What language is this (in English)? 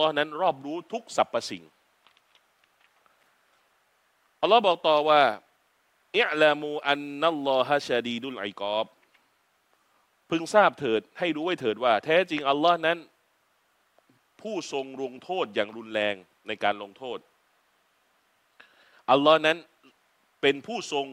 Thai